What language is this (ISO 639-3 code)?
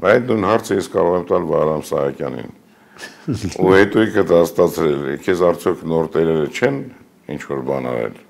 hye